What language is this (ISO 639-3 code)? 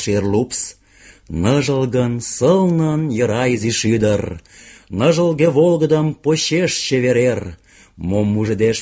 chm